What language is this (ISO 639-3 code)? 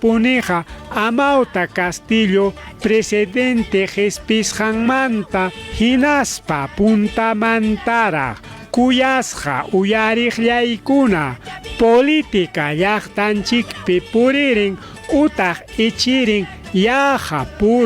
quy